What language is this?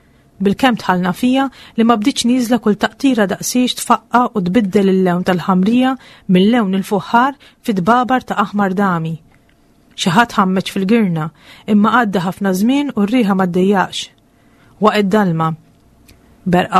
Maltese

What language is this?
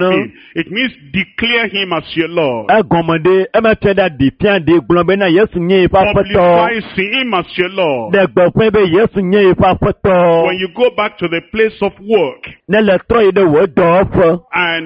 Ewe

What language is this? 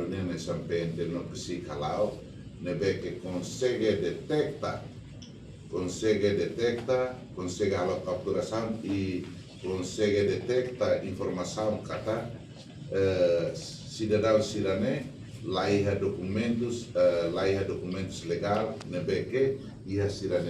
Tetum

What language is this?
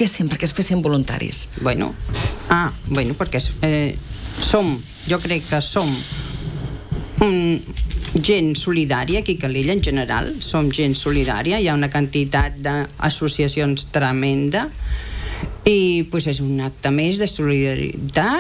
Catalan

